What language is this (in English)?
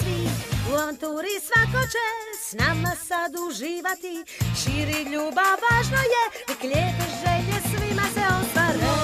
Croatian